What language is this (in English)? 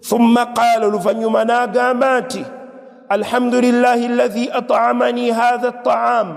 Ganda